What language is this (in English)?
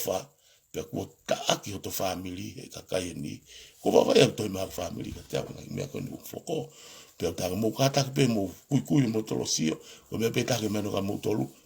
Tongan